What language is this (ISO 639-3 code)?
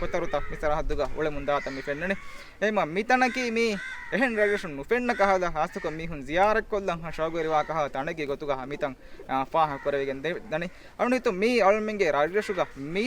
div